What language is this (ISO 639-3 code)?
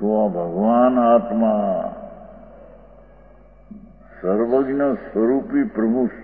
guj